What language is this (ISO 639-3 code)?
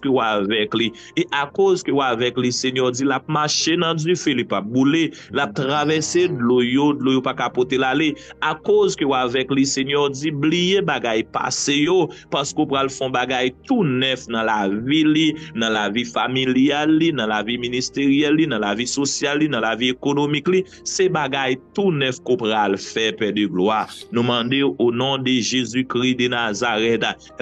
hat